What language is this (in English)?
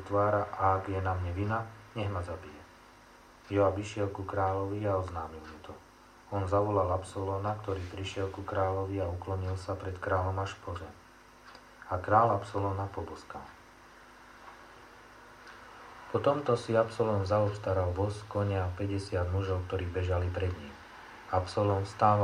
Slovak